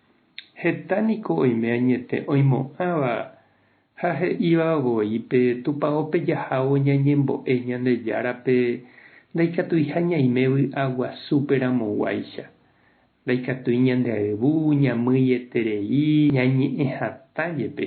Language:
Guarani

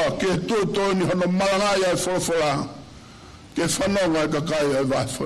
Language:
Tongan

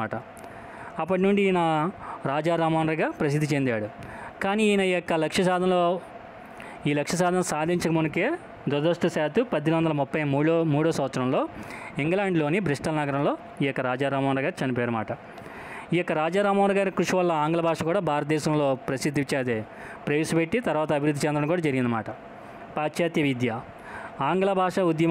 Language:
Telugu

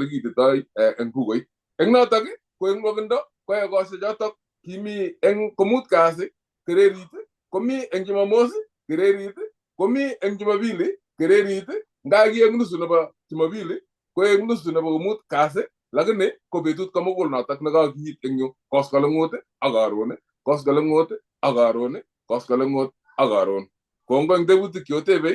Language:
Kalenjin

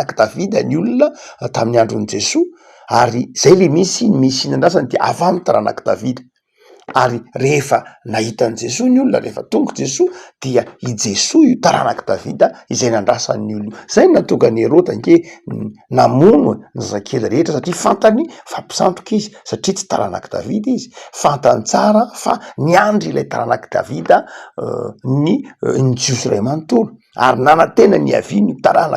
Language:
Malagasy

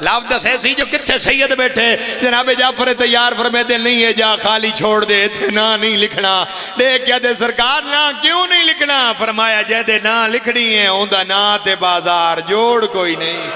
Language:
Pahari-Potwari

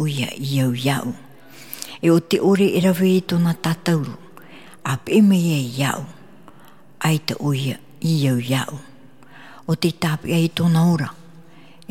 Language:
Tahitian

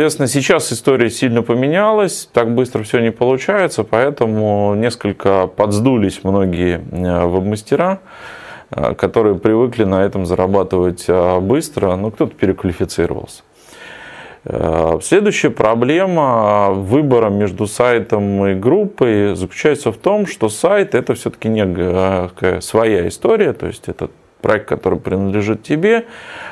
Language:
Russian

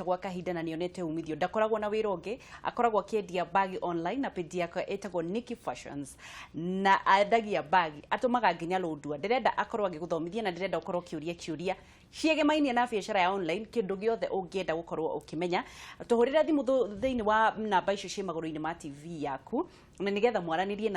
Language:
Kikuyu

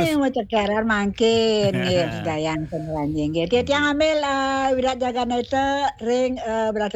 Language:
Balinese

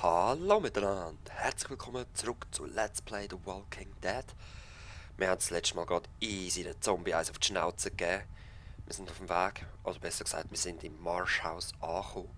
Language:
Swiss German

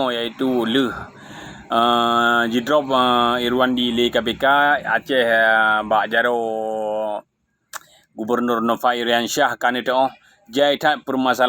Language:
Achinese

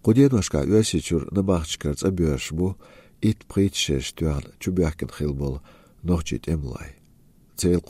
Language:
Chechen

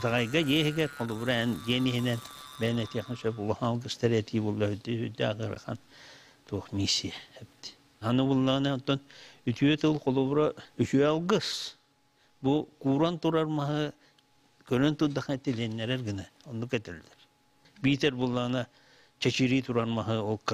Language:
Yakut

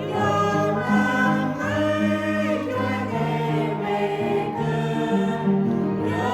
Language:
Central Mnong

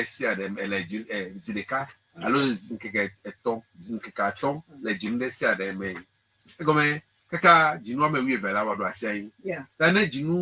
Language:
Ewe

